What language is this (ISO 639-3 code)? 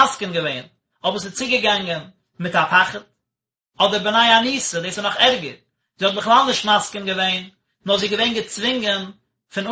yid